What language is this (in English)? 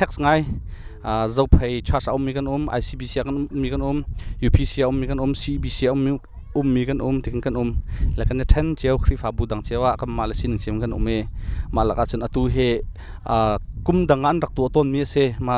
Hakha Chin